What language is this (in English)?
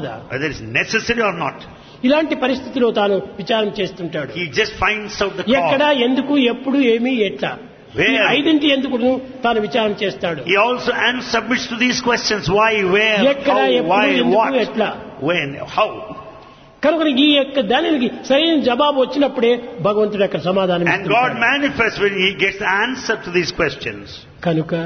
Telugu